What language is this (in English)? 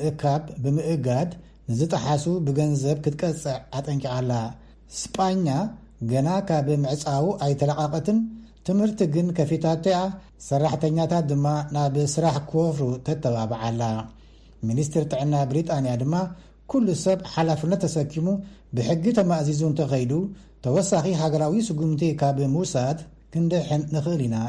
Tigrinya